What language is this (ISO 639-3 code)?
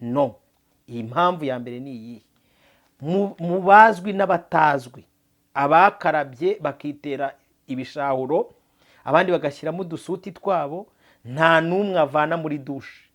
kin